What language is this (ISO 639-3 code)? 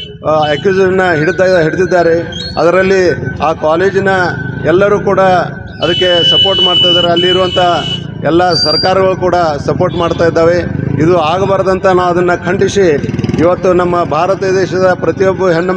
kan